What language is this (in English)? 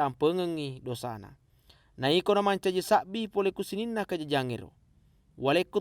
Buginese